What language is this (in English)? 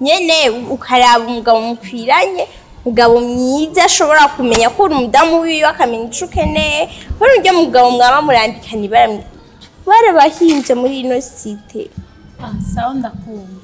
Rundi